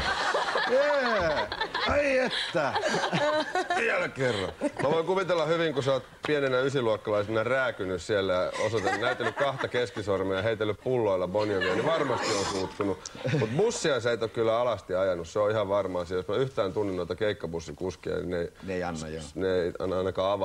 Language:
Finnish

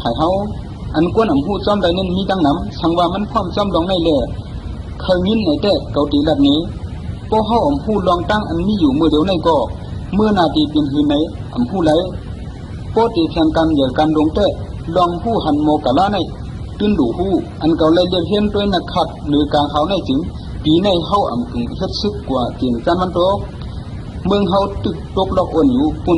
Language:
Shan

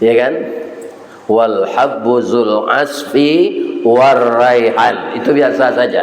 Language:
Minangkabau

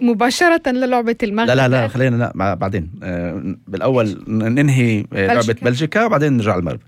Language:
North Levantine Arabic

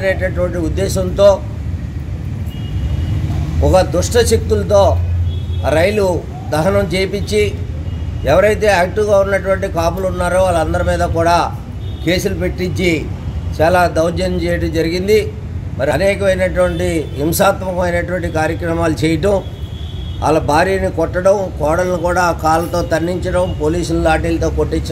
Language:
Telugu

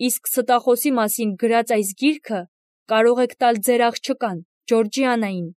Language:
Armenian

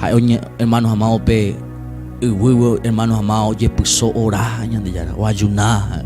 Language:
Guarani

